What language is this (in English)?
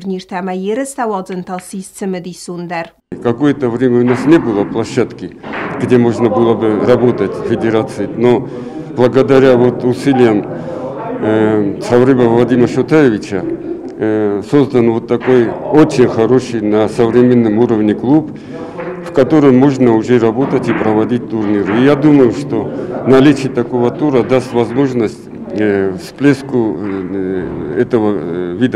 Ossetic